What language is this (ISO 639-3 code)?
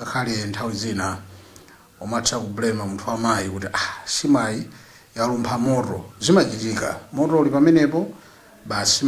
nya